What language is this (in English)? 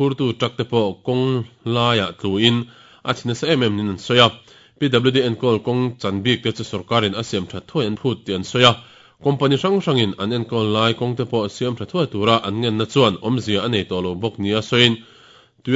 Mizo